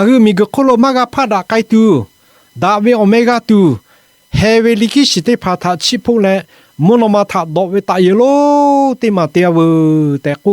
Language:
Lahu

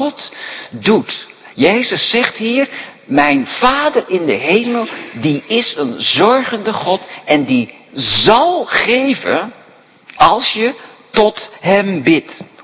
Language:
Dutch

